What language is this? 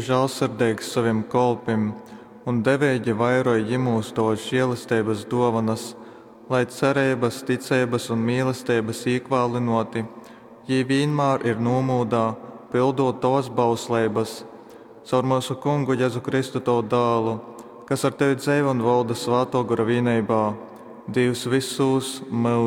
Latgalian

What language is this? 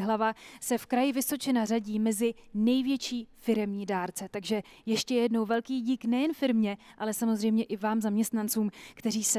Czech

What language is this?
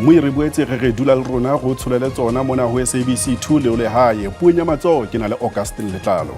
Southern Sotho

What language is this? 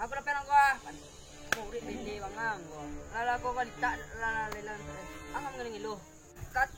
Minangkabau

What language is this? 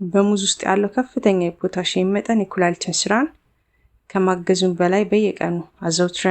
Amharic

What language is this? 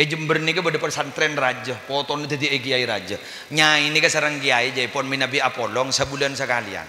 Madurese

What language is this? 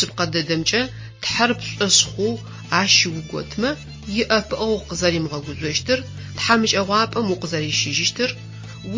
Adyghe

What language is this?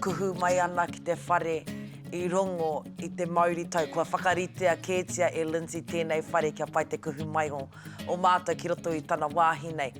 Māori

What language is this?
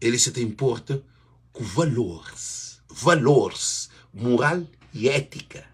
Kabuverdianu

